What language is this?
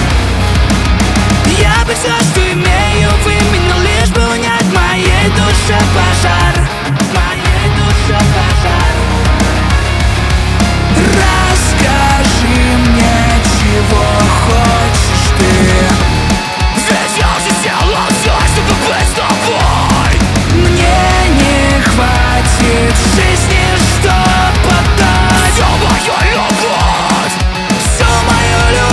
Russian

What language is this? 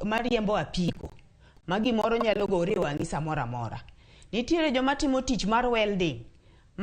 Luo (Kenya and Tanzania)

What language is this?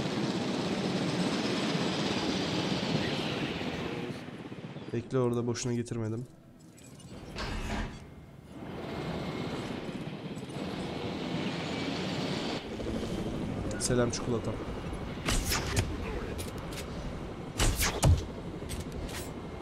Turkish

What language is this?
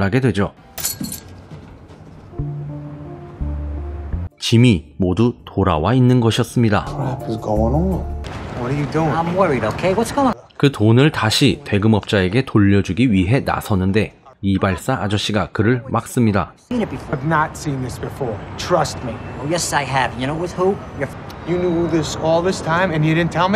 Korean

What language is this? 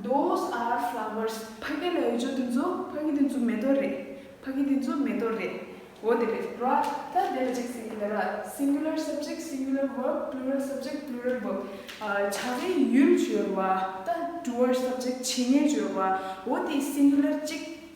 Tibetan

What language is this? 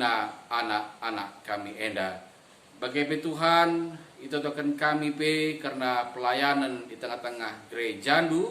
Batak Karo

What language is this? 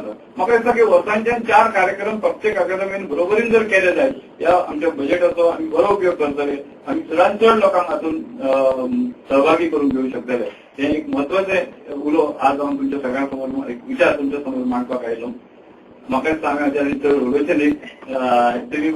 Konkani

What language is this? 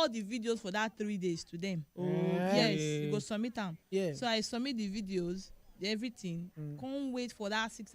Nigerian Pidgin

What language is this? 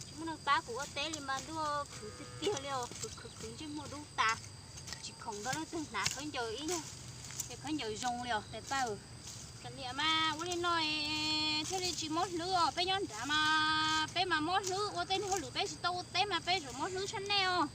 Hmong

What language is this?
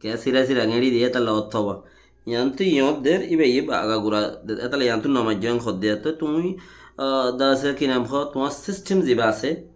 Rohingya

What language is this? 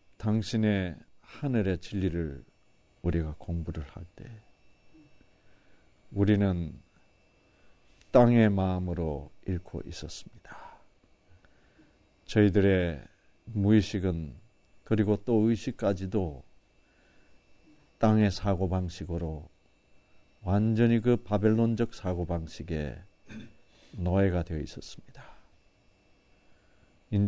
Korean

